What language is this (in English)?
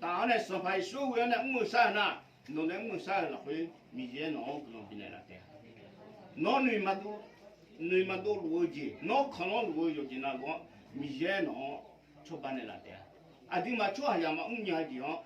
Akha